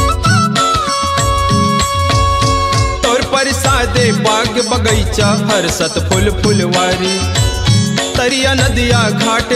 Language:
Chhattisgarhi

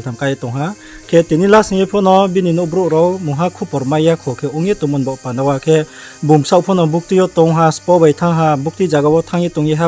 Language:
Riang (India)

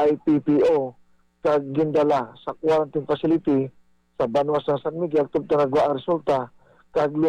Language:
Hiligaynon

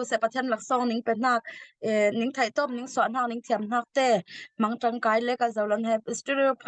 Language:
Falam Chin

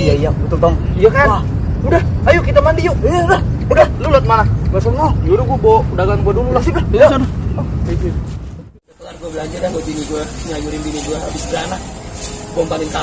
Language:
Betawi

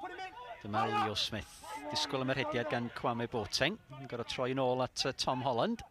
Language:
Welsh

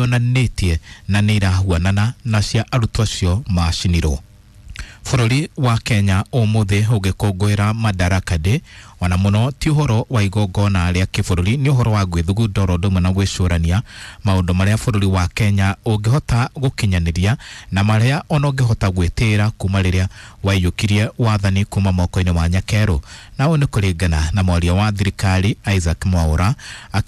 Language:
Kikuyu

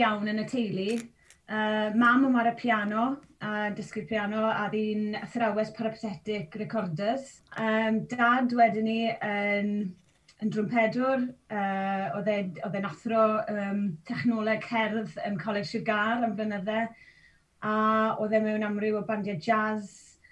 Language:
Welsh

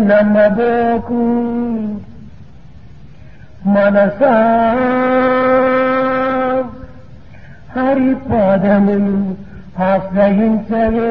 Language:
Telugu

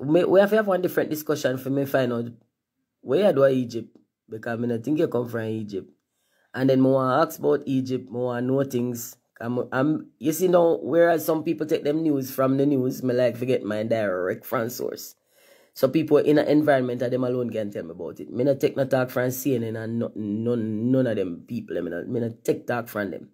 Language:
Jamaican Creole English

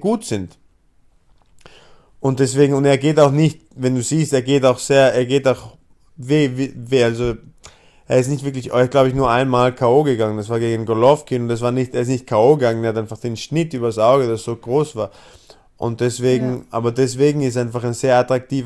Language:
German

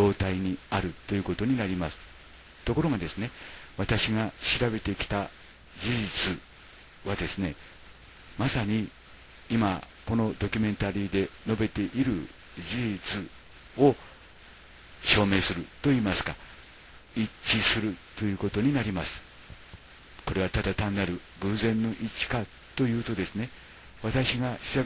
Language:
Japanese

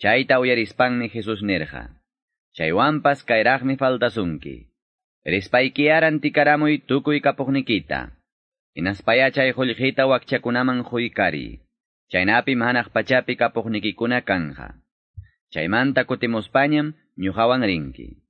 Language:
Quechua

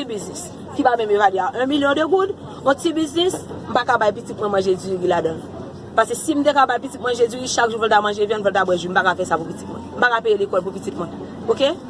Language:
Haitian Creole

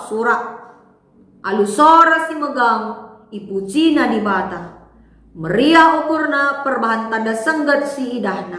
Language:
Batak Karo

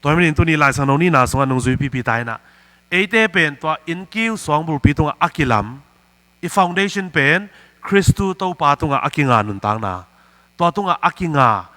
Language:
Tedim Chin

